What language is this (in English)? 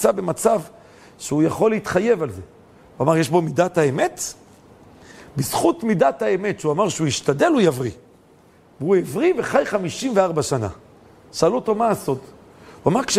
Hebrew